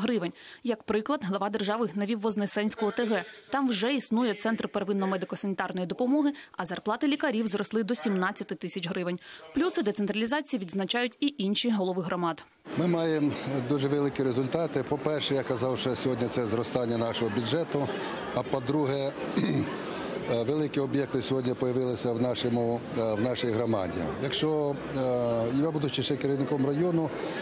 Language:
Ukrainian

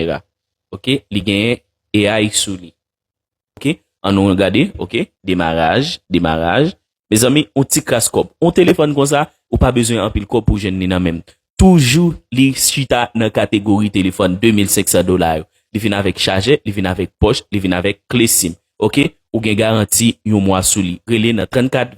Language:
Haitian Creole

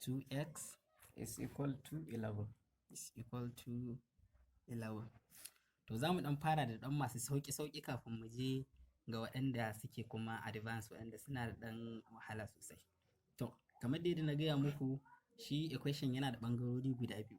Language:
Hausa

